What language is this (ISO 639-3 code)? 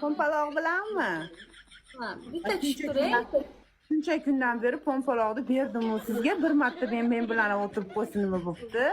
uzb